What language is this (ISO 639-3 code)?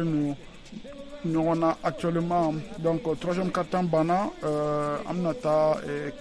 bam